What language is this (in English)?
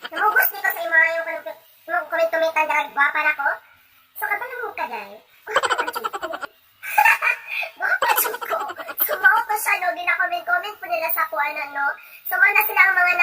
Cebuano